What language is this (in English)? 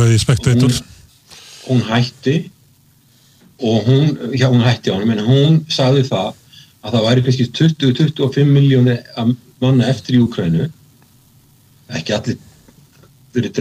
Icelandic